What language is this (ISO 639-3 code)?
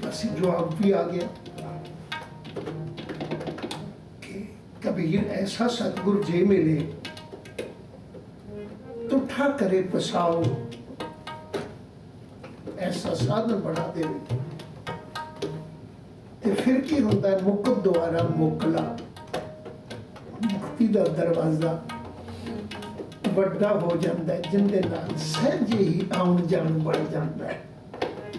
pan